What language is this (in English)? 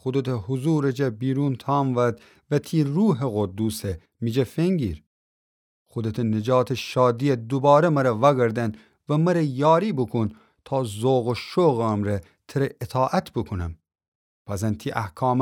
Gilaki